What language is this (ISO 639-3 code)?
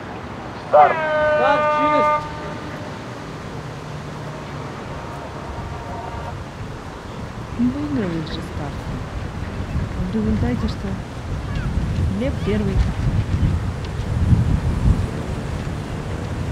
rus